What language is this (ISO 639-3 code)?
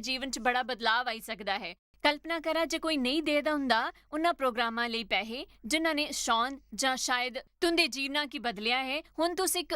doi